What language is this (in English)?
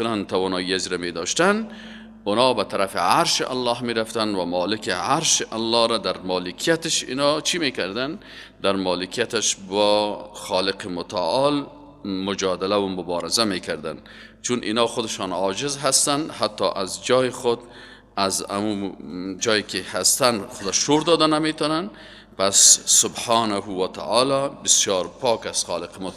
Persian